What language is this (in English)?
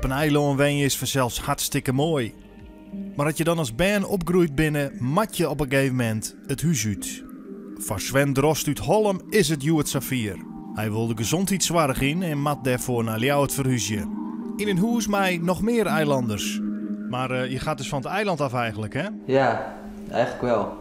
Western Frisian